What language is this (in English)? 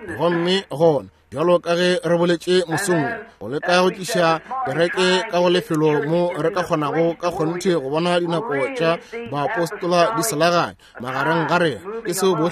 Northern Sotho